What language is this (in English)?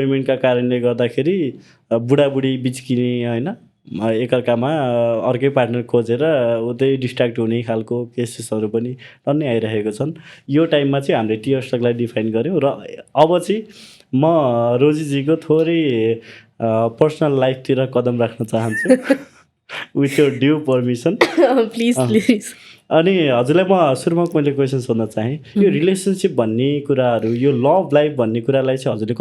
Nepali